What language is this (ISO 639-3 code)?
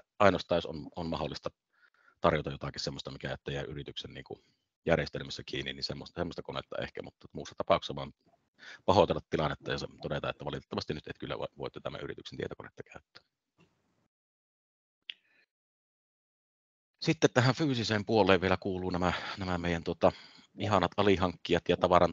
fin